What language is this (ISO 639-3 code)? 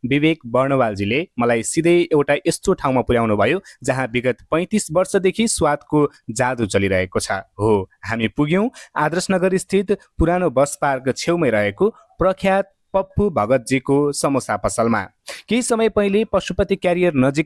nep